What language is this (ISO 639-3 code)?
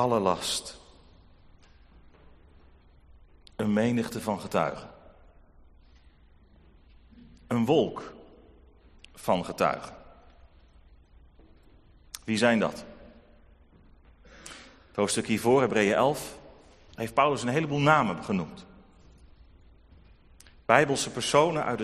nld